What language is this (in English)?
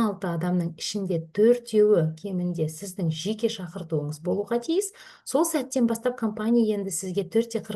Kazakh